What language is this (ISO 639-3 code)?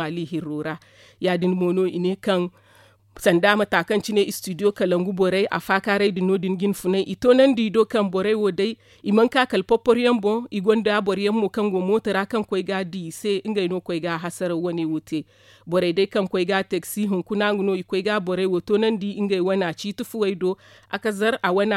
dje